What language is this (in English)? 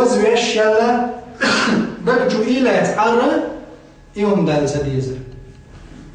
Chechen